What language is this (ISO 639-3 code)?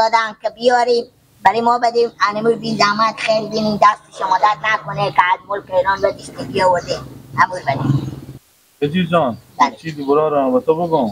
fas